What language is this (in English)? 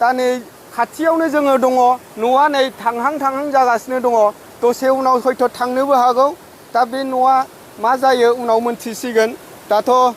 Bodo